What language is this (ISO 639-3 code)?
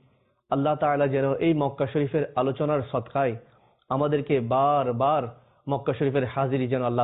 ben